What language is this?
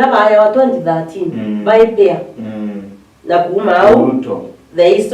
Meru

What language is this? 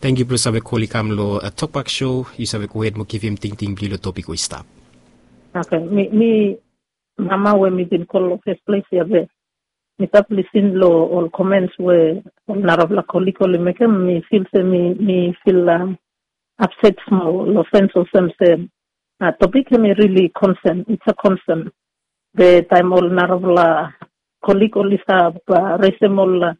Bislama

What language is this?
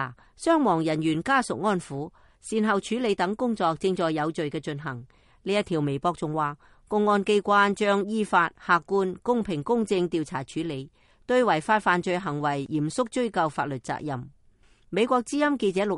Cantonese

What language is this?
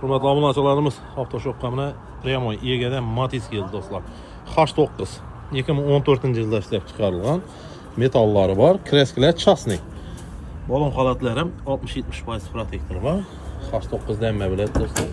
Uzbek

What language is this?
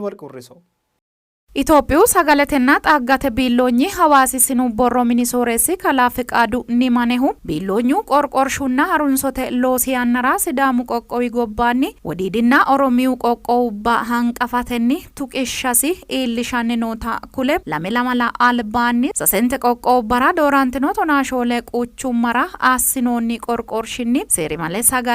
Sidamo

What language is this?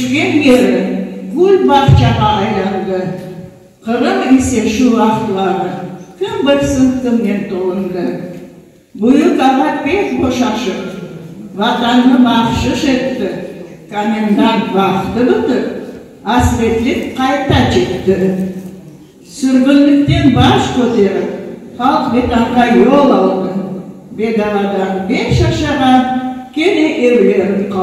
Crimean Tatar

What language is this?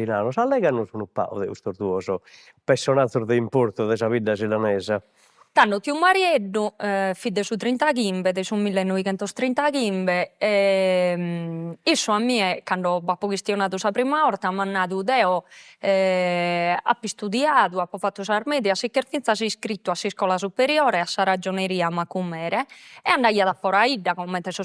Sardinian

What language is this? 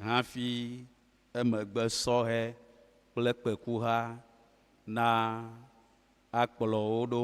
Ewe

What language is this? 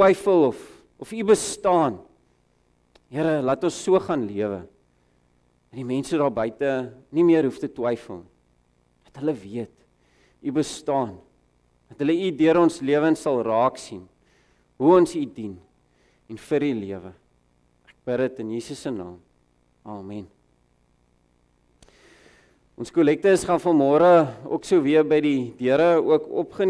Afrikaans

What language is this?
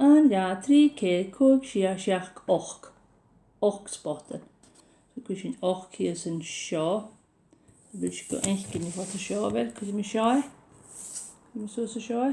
Scottish Gaelic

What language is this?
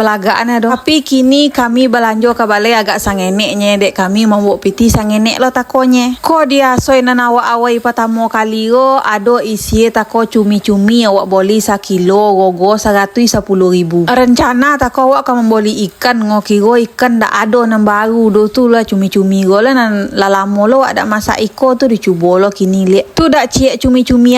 Minangkabau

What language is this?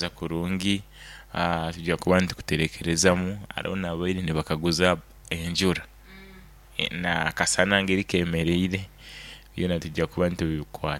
Nyoro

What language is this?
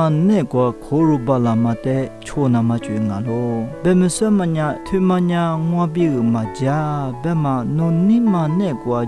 Lisu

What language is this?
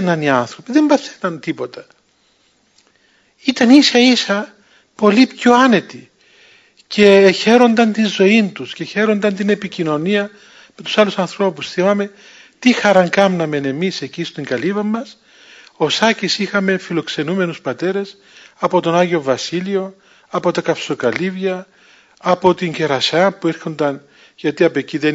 Greek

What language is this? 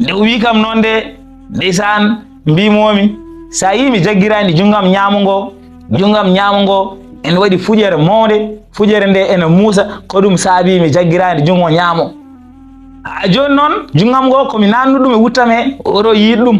Fula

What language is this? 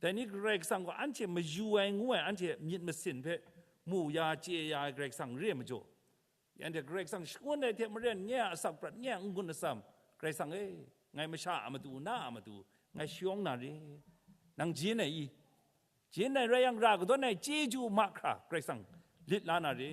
Kachin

